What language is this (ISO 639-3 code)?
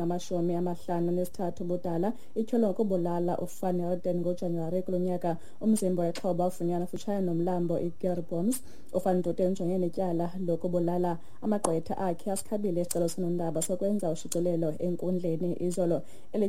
xho